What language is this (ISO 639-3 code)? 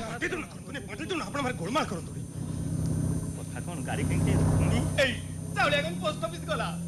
ori